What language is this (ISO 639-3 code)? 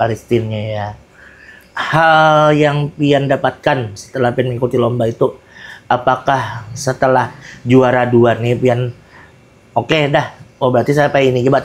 bjn